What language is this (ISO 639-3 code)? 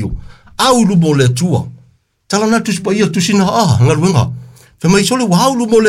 smo